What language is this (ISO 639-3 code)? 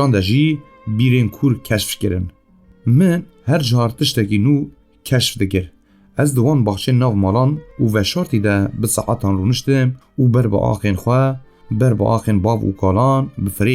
kur